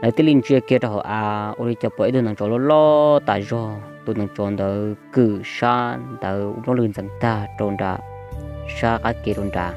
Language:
Hmong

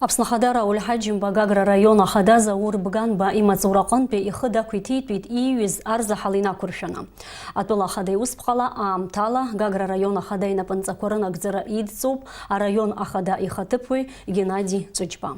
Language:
Abkhazian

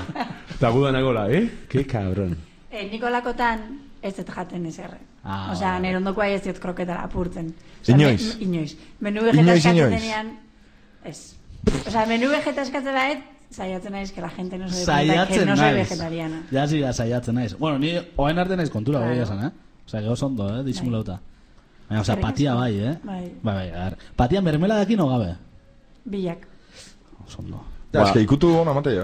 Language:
Basque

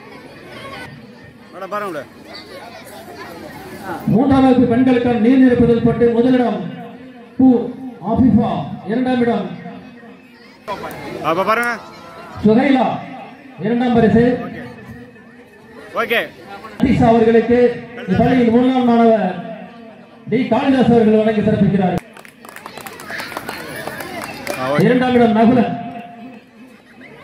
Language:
Tamil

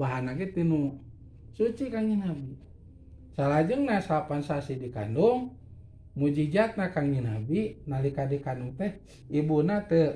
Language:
Sundanese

